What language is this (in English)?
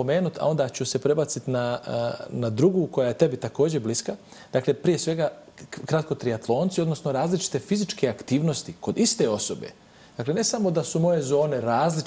Bosnian